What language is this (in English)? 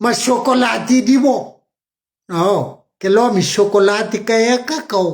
Kabuverdianu